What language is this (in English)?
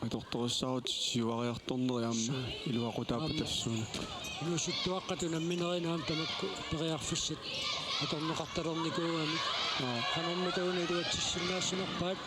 Kalaallisut